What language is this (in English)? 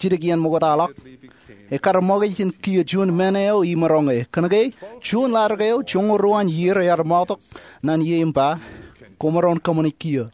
Marshallese